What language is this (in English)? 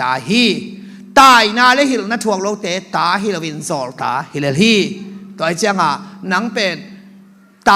Tedim Chin